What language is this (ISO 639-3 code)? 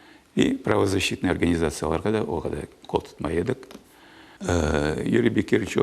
crh